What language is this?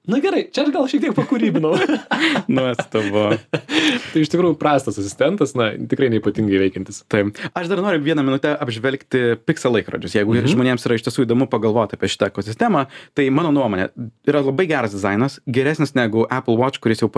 Lithuanian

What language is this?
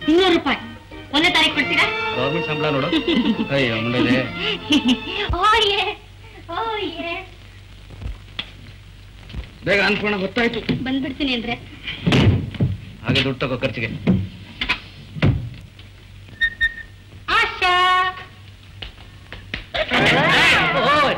Kannada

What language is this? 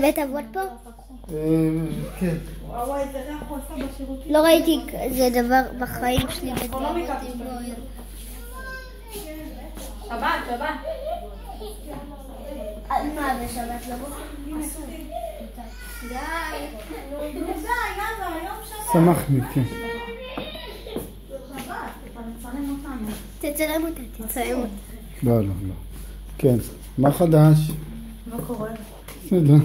Hebrew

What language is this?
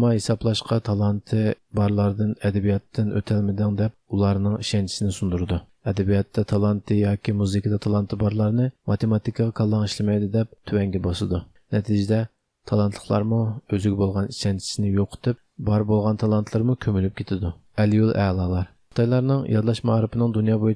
Uyghur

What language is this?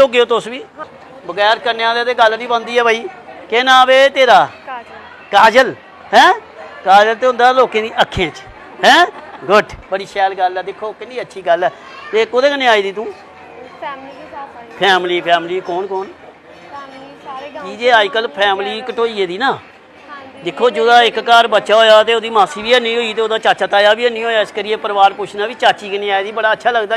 Dogri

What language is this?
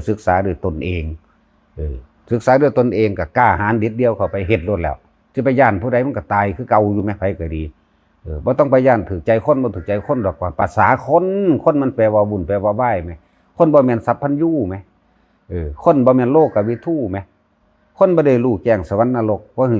Northeastern Thai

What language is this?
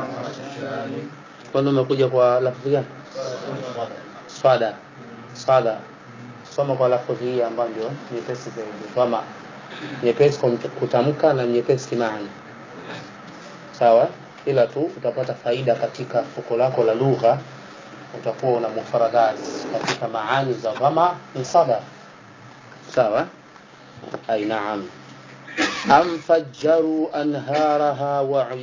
Swahili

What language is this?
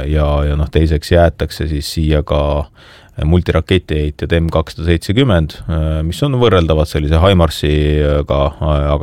Estonian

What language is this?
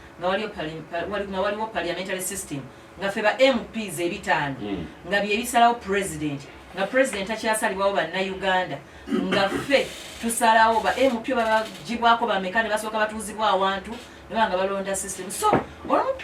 Ganda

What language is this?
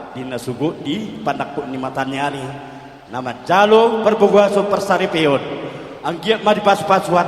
Batak Toba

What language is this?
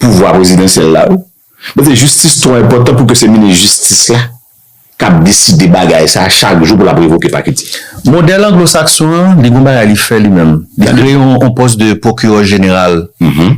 Haitian Creole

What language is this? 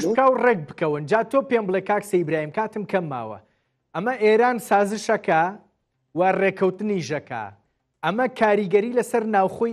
Central Kurdish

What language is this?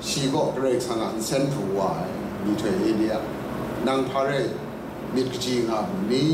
Kachin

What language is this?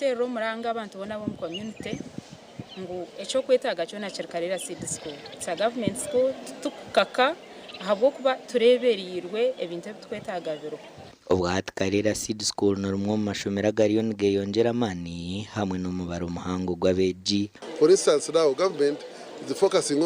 Nyankole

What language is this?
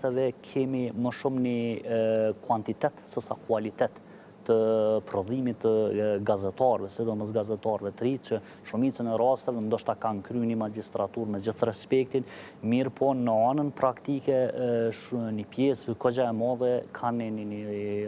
Albanian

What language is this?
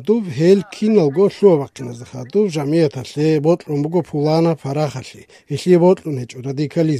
Avaric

